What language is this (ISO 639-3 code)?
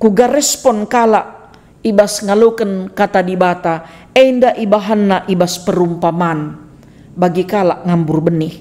btx